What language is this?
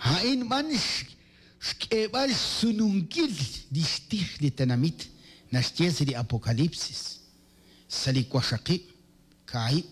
Kekchí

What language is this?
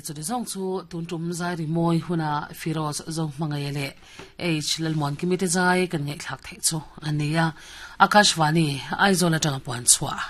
Mizo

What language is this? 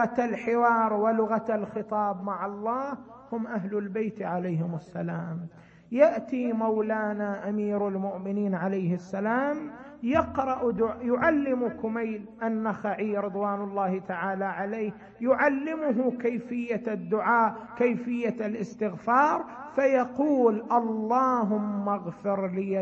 Arabic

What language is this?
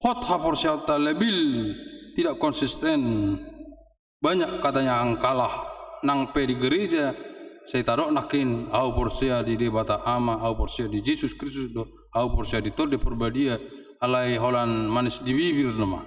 Batak Toba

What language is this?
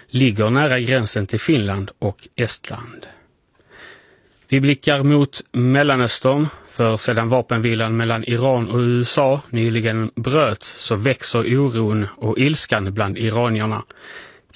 Swedish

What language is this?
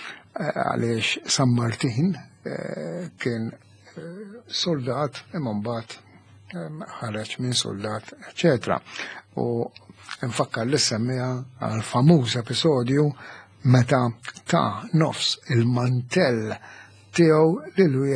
Maltese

